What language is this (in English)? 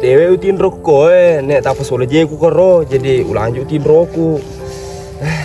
Buginese